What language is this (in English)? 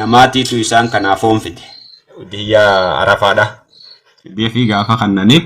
Oromo